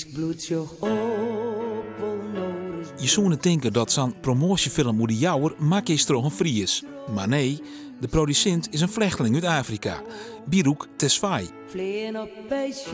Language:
Western Frisian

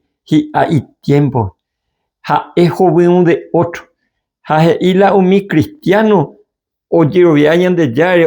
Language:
Guarani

